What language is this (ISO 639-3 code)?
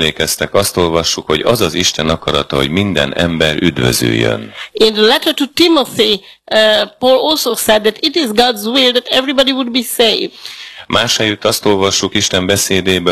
hun